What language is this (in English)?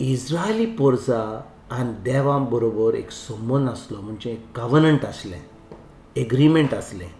Konkani